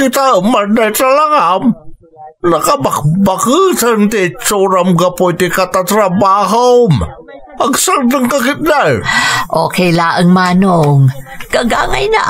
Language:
Iloko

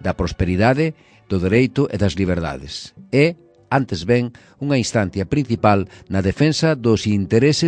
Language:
Galician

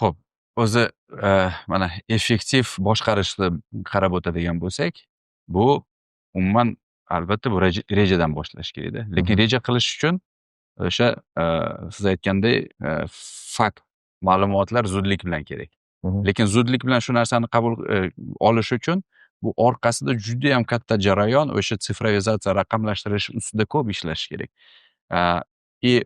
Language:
Uzbek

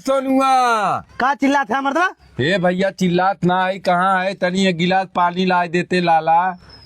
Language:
Awadhi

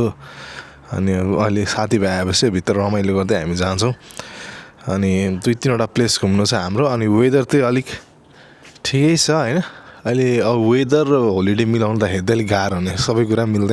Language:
Nepali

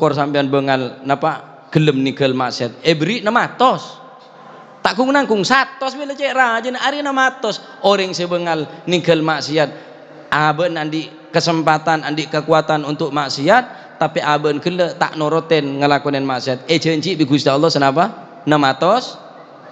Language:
Madurese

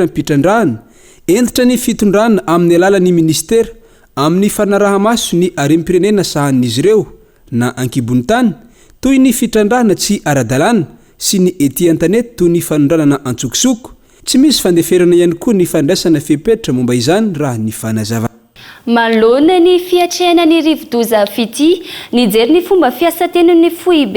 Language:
Malagasy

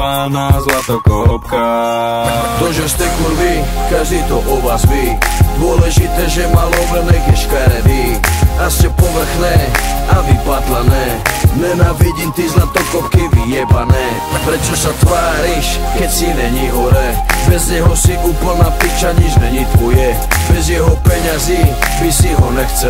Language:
Slovak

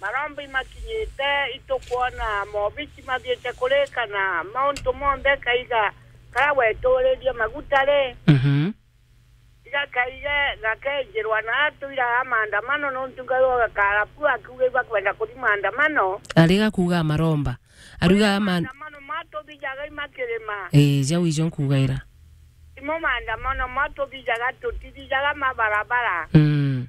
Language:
Meru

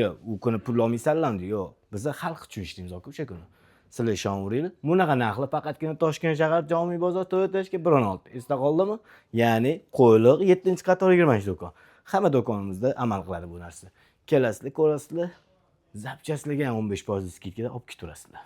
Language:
Uzbek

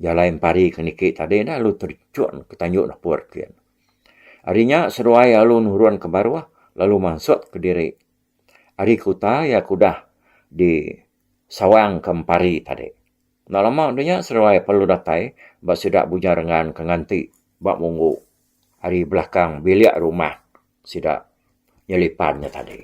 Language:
Iban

